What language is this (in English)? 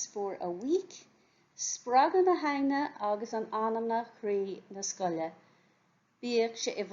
Irish